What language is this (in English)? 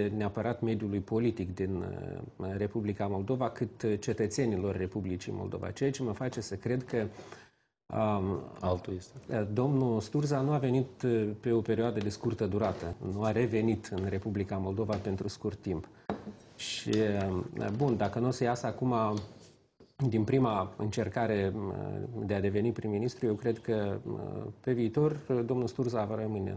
Romanian